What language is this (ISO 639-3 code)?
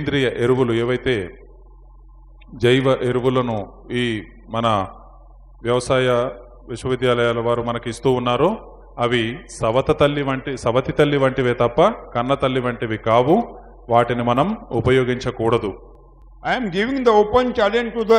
tel